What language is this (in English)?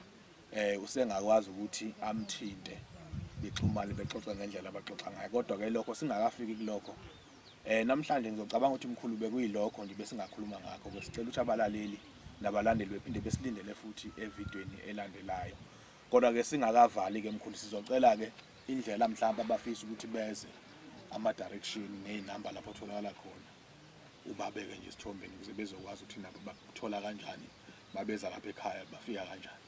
Zulu